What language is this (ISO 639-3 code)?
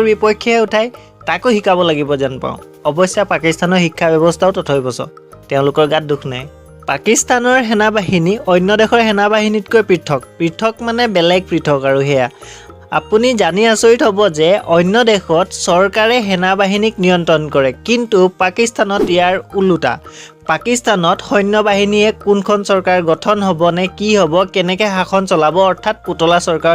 asm